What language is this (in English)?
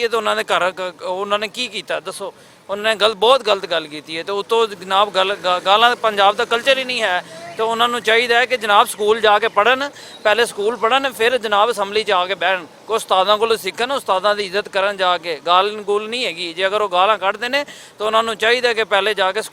Western Panjabi